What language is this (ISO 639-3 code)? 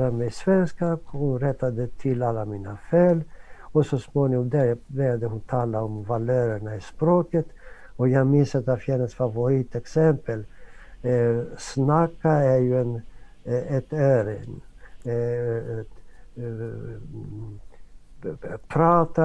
swe